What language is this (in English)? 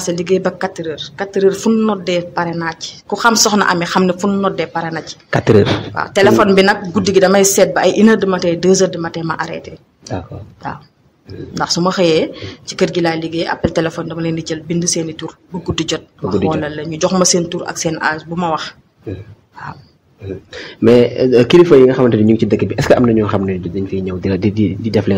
Wolof